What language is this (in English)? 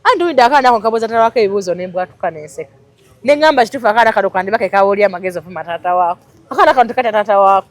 Ganda